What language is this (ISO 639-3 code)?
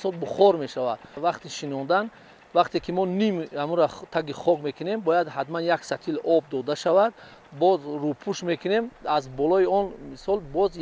tgk